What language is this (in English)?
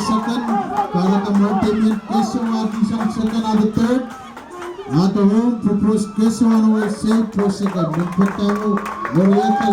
Pohnpeian